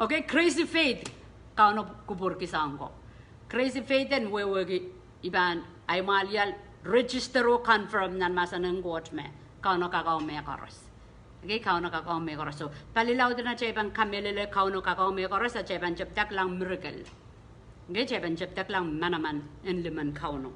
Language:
Pohnpeian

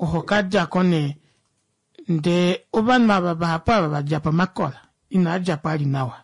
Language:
Kuanyama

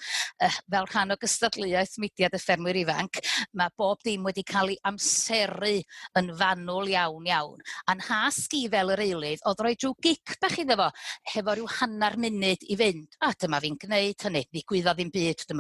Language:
Welsh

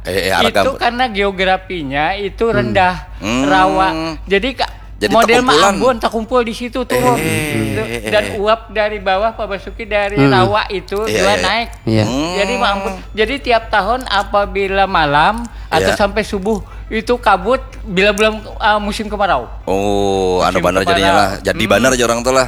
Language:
Banjar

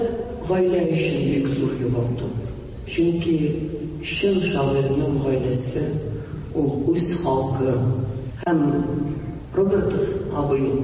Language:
Tatar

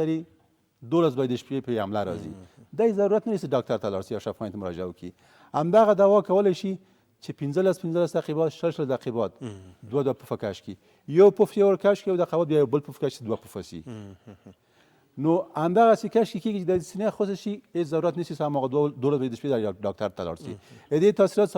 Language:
Pashto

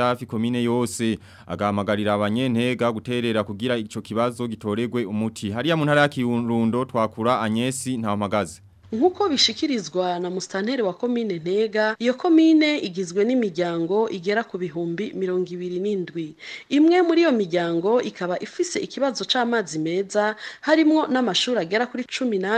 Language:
Rundi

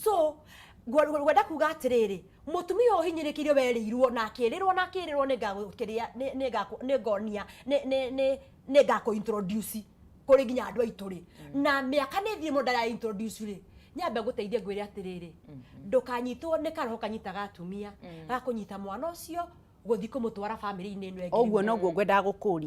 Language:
Kikuyu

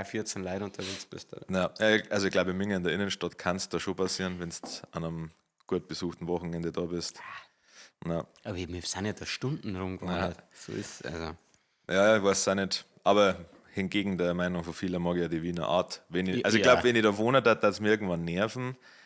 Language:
Bavarian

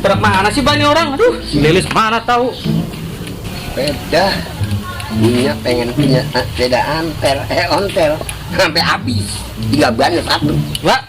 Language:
Betawi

